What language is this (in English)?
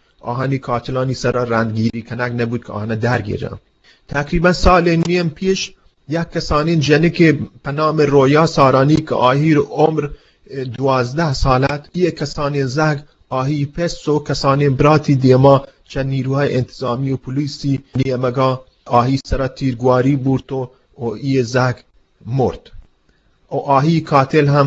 Eastern Balochi